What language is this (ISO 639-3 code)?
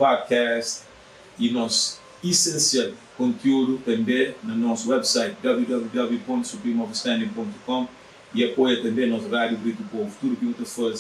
kea